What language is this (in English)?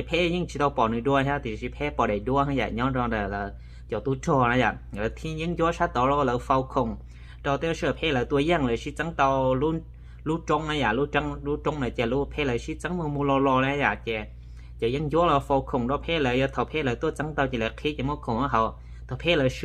Hmong